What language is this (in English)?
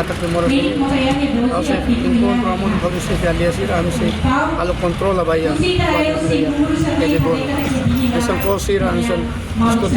Tetum